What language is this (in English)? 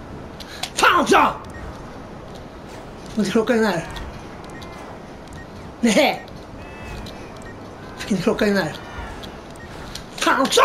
Swedish